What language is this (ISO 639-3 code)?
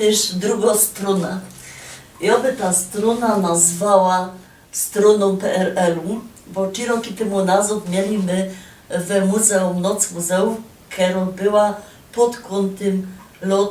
szl